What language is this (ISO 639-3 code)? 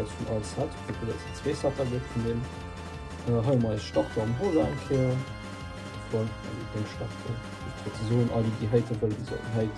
ltz